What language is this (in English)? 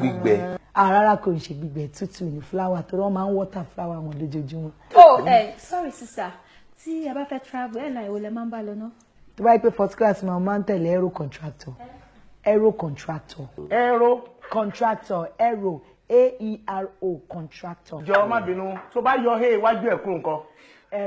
Yoruba